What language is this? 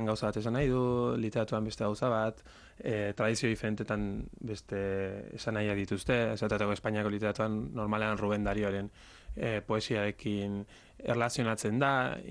Basque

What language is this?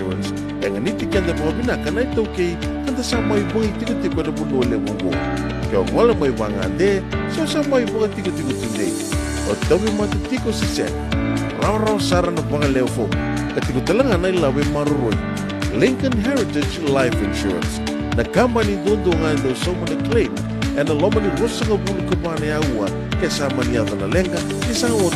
Fijian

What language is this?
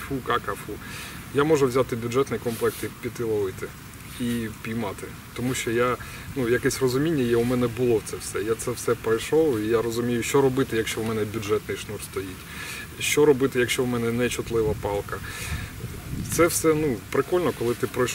Ukrainian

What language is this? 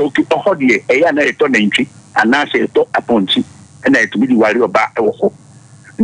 Akan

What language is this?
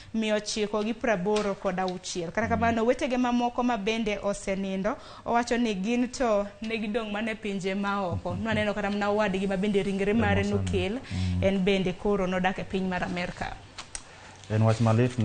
Luo (Kenya and Tanzania)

